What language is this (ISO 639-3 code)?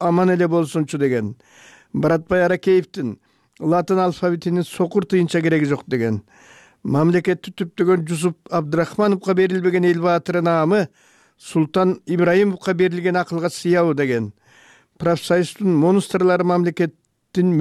kir